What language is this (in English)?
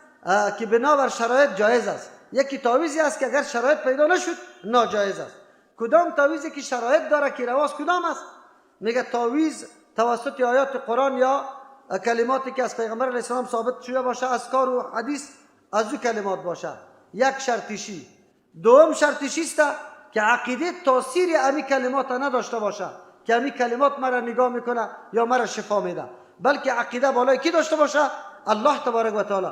Persian